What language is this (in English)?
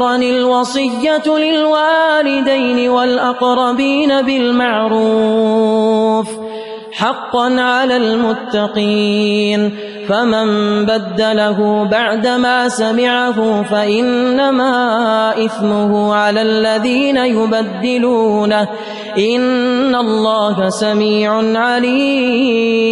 Arabic